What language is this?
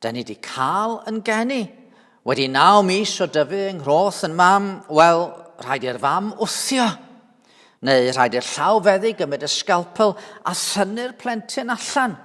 Welsh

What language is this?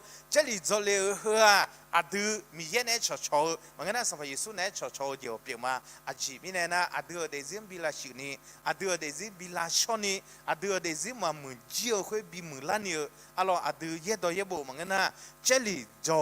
Akha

